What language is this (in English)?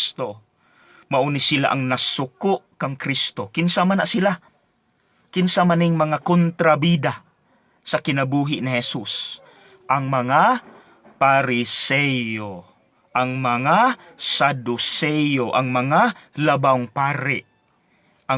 Cebuano